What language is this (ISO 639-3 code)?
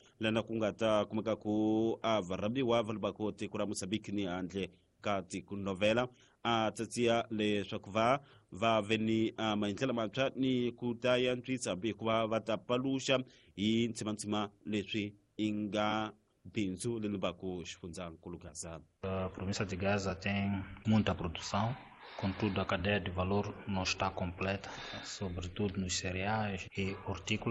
tso